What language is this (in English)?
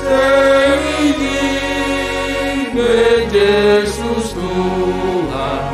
Batak Simalungun